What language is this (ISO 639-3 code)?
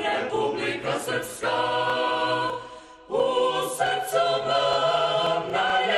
srp